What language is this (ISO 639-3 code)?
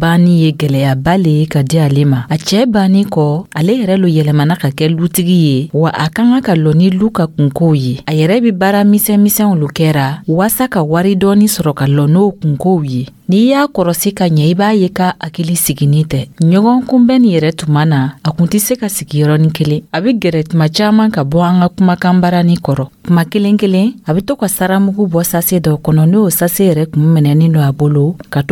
dyu